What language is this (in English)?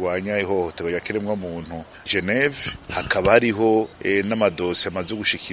Rundi